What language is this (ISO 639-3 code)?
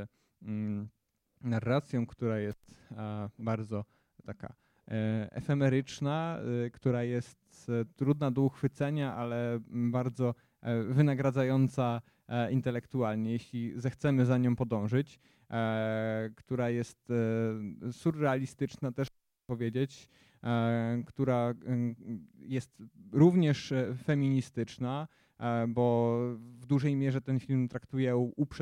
pol